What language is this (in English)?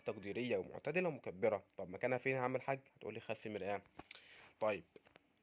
Egyptian Arabic